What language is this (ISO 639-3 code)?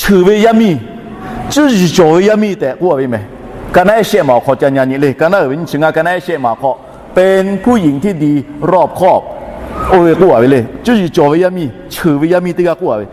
lhu